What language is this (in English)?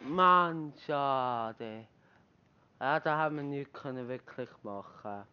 Swiss German